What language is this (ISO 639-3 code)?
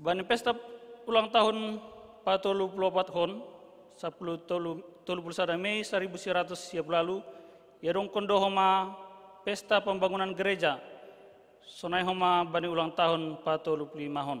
bts